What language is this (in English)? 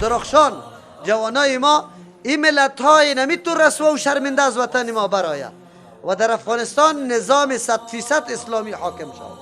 Persian